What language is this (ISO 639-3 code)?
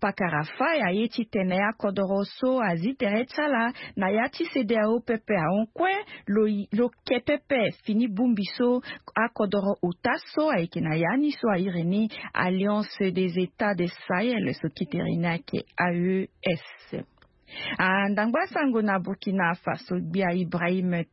sag